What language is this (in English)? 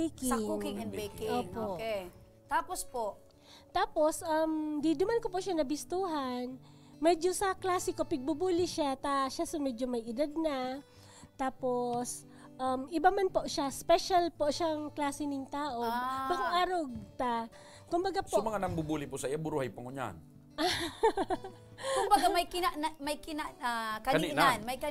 Bikol